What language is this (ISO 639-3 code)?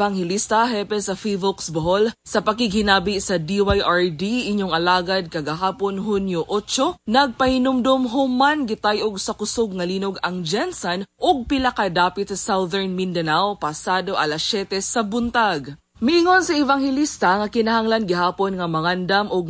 ceb